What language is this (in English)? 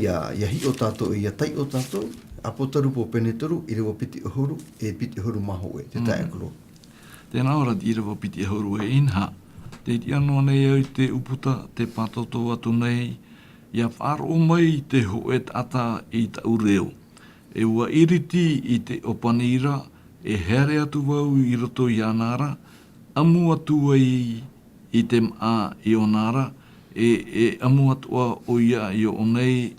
Tahitian